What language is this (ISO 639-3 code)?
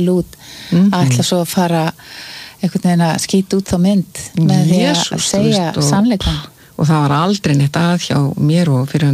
isl